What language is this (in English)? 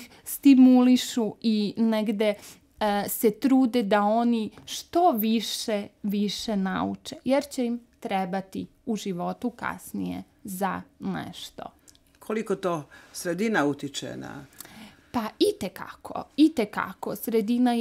Serbian